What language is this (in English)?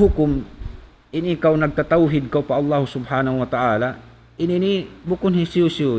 Tausug